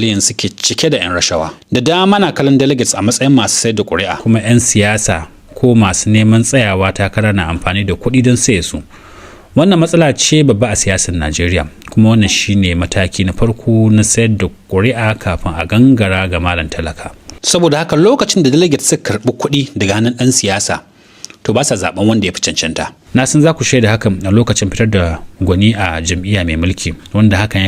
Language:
Hausa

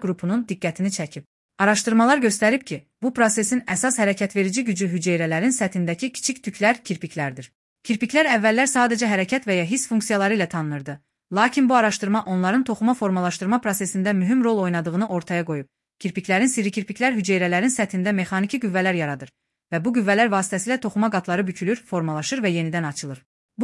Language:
Azerbaijani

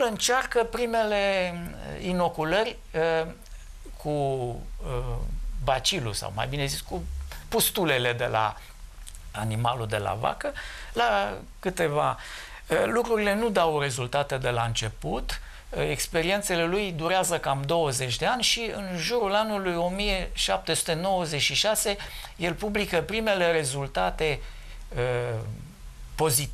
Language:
Romanian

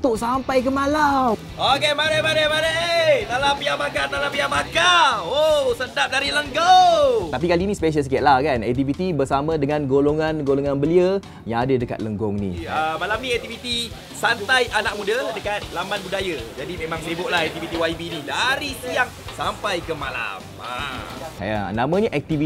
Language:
Malay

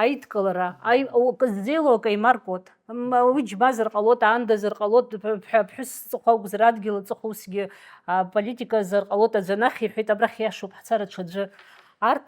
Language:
Abkhazian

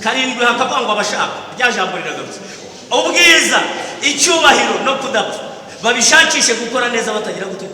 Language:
Kinyarwanda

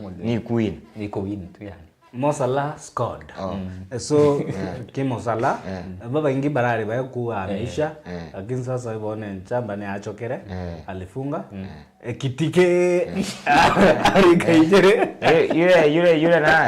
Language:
Meru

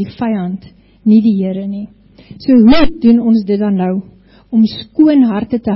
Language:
Afrikaans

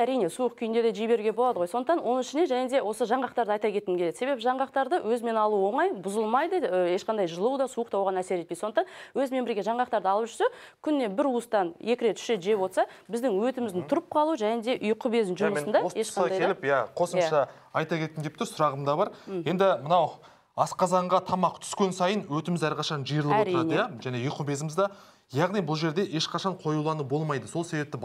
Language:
Kazakh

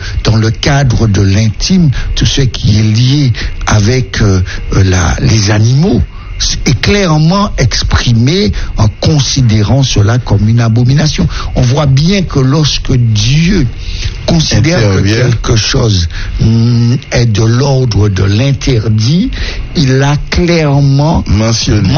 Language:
French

